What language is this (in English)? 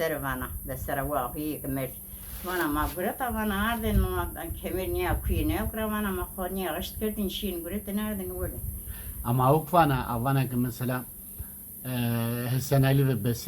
Zaza